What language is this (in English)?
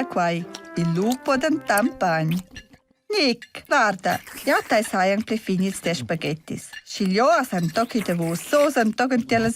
Romansh